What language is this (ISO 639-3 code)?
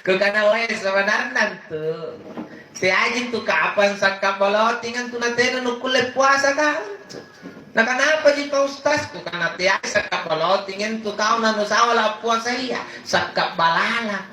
mak